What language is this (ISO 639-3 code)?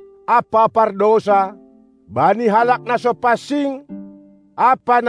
bts